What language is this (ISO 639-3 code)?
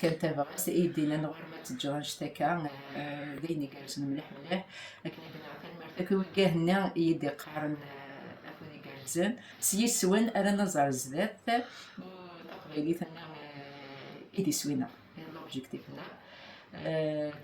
kab